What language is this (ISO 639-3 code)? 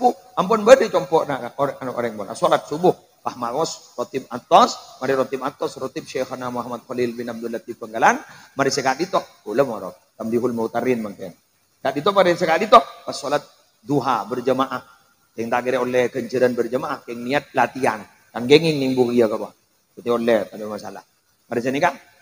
mad